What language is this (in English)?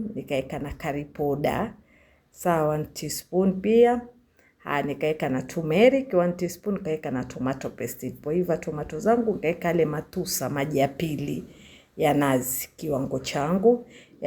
Swahili